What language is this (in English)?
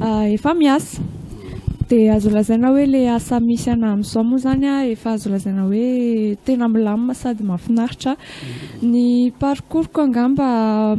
Malagasy